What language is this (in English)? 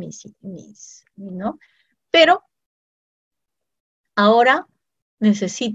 Spanish